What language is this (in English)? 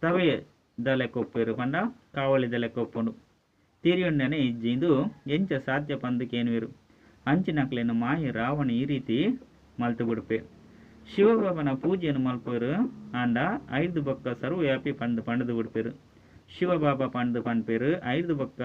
Tulu